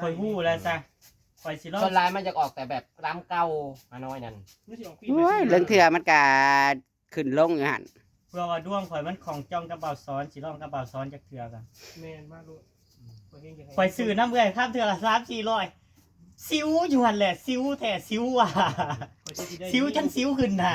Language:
Northeastern Thai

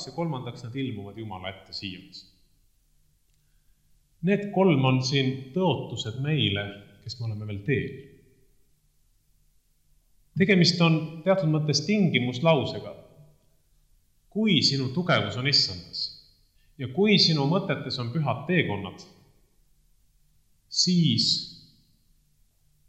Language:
Estonian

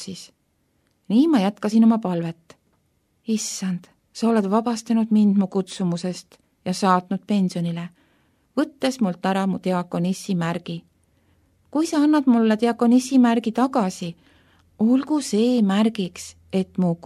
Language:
Estonian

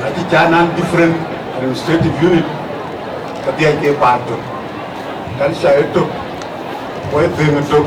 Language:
Dinka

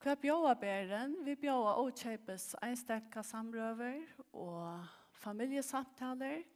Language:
Faroese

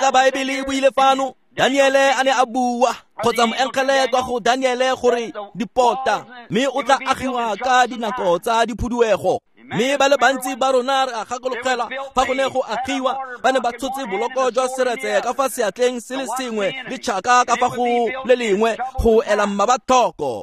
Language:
Tswana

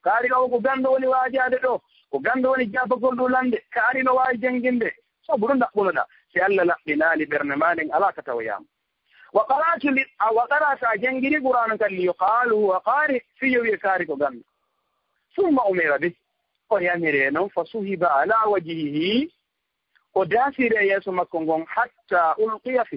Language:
Fula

